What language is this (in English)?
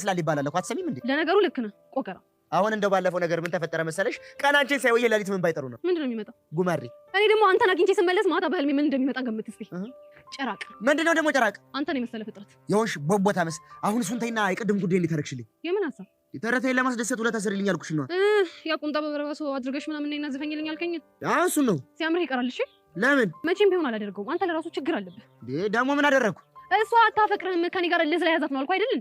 Amharic